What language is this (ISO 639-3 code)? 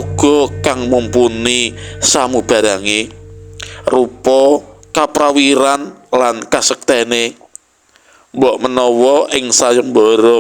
jav